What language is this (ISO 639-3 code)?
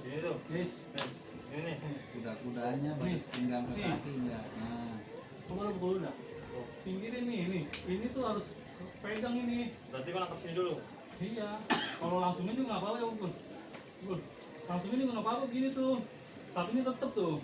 bew